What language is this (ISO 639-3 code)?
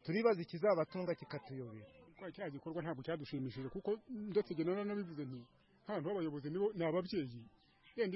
kin